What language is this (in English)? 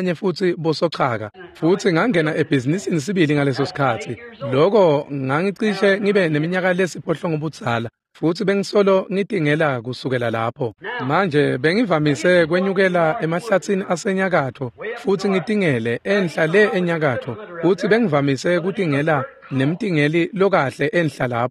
Swati